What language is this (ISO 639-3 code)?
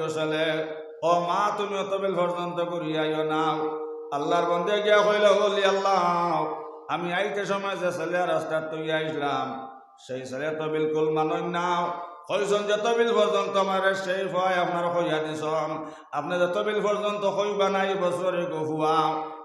syl